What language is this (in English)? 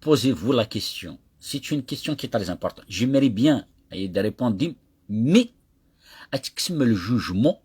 Kabyle